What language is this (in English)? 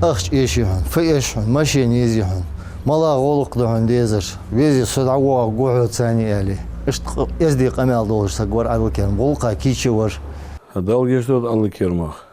Ingush